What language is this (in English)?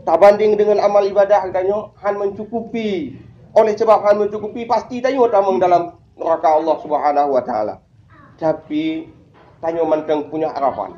Achinese